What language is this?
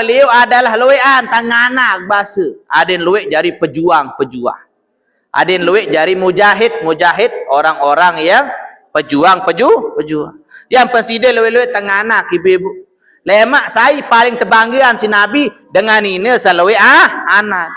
Sasak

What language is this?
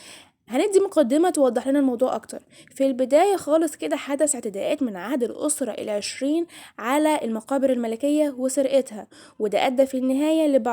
Egyptian Arabic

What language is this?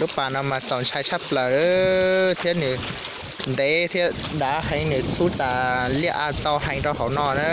Hmong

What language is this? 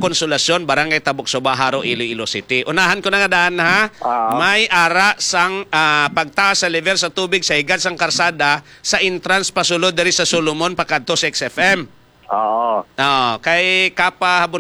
Hiligaynon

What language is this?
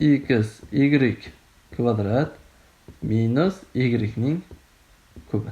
Uzbek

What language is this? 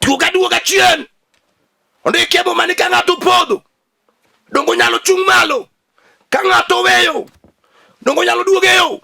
Luo (Kenya and Tanzania)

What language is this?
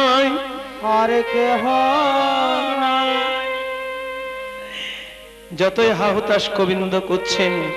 Bangla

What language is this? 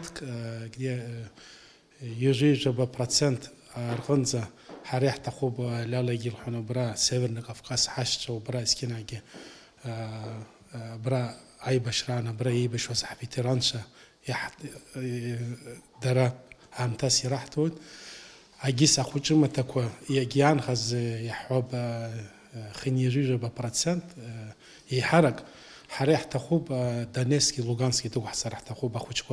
Abkhazian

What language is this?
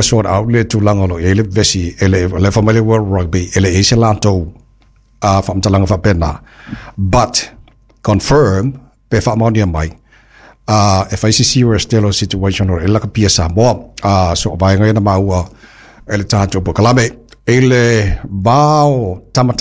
Samoan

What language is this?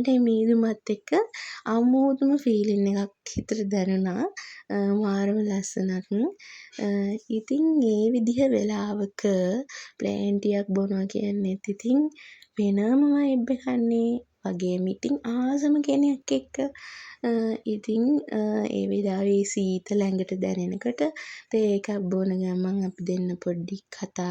Sinhala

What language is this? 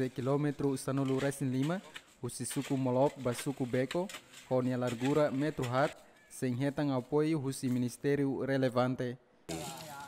Tetum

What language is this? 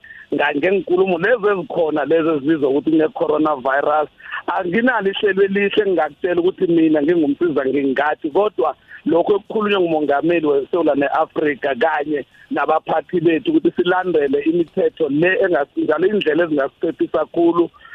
South Ndebele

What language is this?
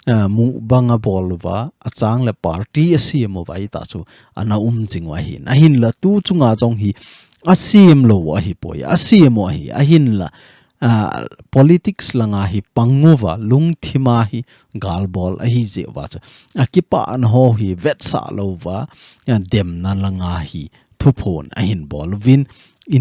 Thado Chin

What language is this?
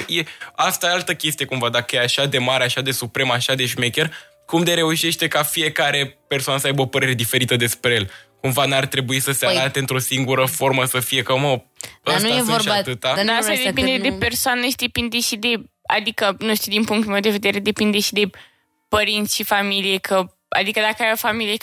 Romanian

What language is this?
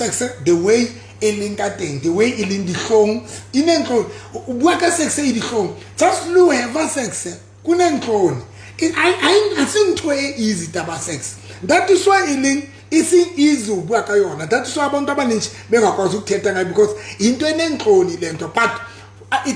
Southern Sotho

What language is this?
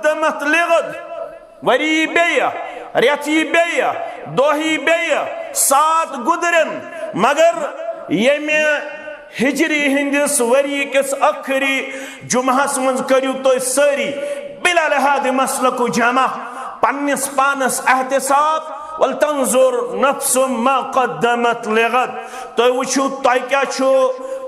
Kashmiri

